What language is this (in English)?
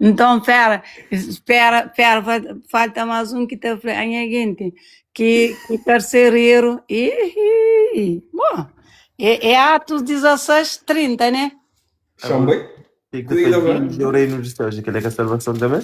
Kabuverdianu